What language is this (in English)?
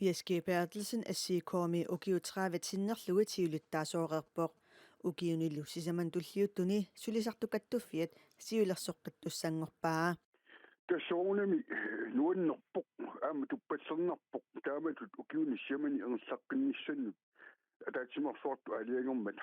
Kalaallisut